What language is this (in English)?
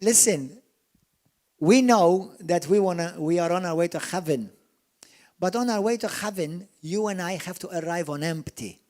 English